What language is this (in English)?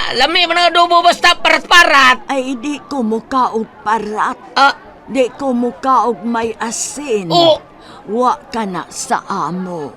Cebuano